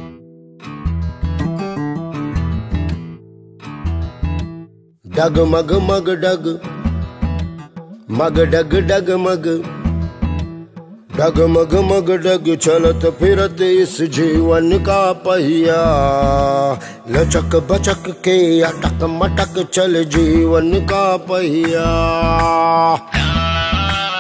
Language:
Hindi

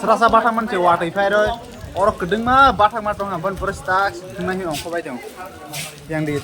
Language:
Kok Borok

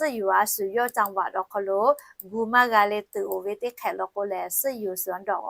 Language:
Lahu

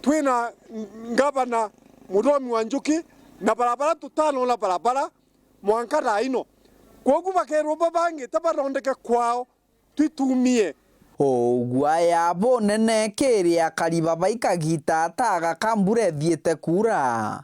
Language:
Meru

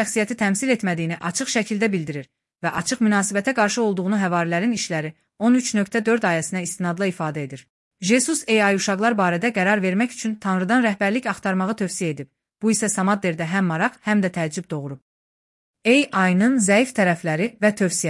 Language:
Azerbaijani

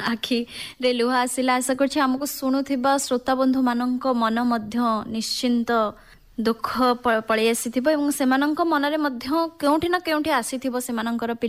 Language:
Odia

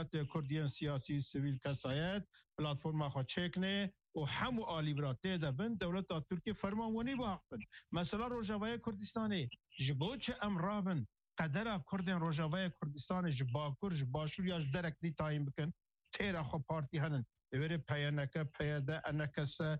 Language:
Kurdish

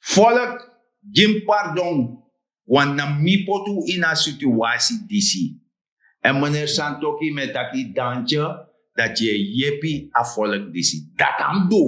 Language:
Sranan Tongo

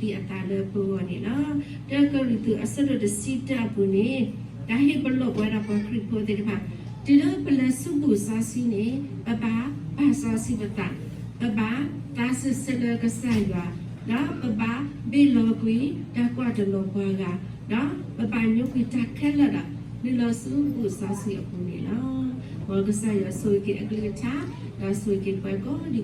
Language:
S'gaw Karen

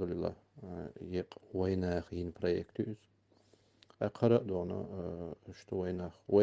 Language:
Chechen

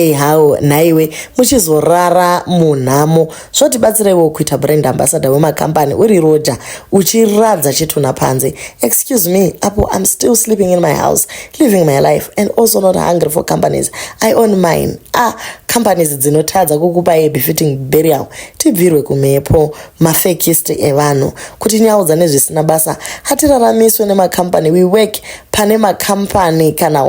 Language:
Shona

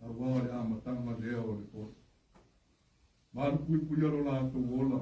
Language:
Samoan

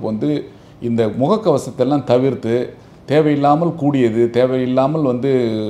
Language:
Tamil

